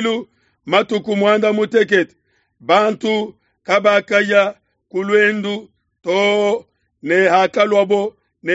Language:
Luba-Lulua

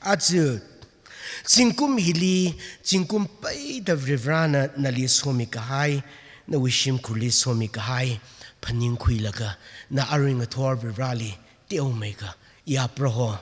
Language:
Tangkhul Naga (India)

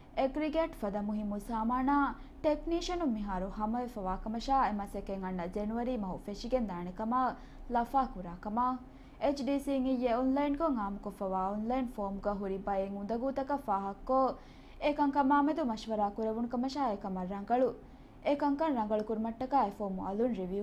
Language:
Divehi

